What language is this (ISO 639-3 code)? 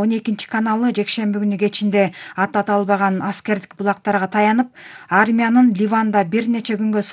kir